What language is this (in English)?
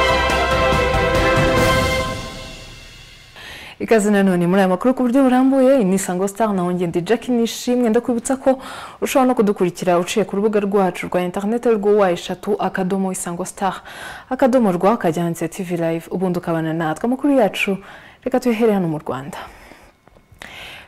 Kinyarwanda